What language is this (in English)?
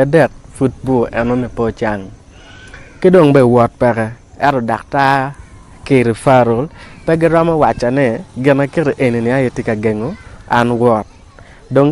Acoli